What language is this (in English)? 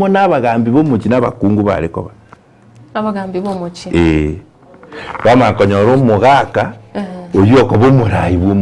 Gusii